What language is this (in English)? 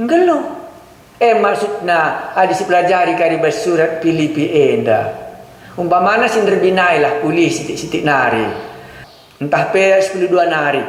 Batak Karo